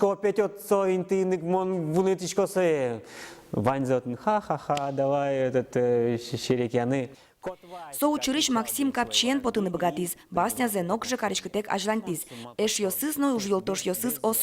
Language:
Udmurt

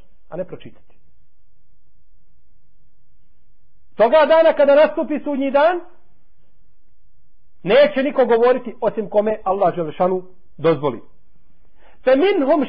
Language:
Bosnian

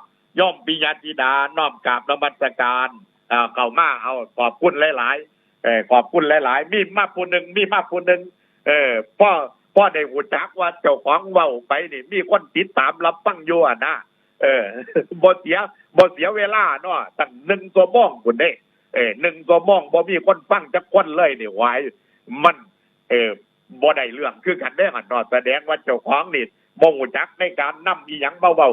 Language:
Northeastern Thai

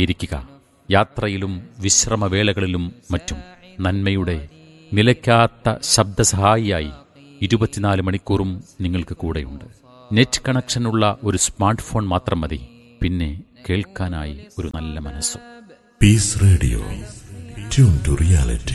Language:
Malayalam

